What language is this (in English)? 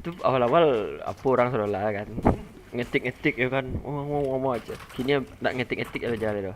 Minangkabau